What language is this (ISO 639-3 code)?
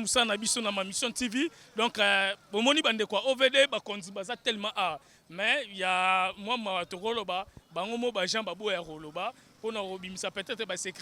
lin